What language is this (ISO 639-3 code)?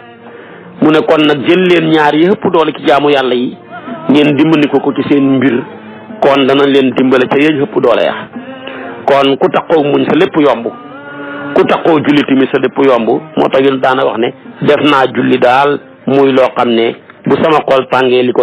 wol